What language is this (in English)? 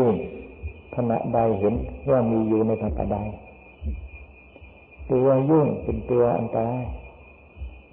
Thai